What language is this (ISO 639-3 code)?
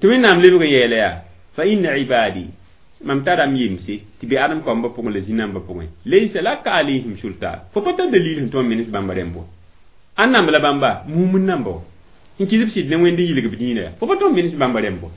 mos